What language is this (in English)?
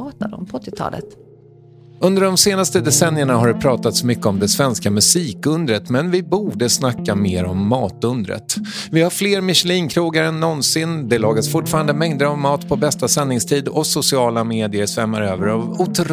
Swedish